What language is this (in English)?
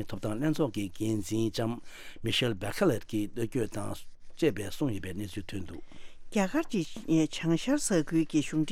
Tibetan